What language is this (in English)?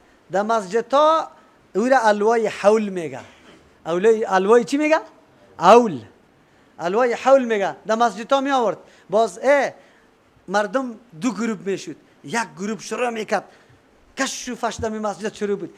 Persian